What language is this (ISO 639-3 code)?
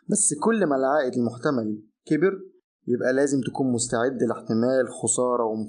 arz